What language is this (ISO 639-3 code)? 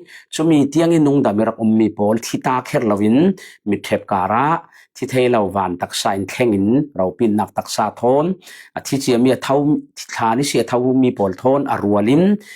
cfm